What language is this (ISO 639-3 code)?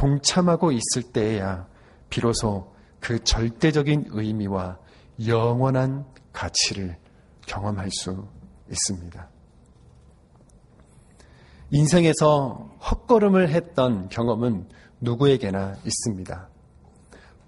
kor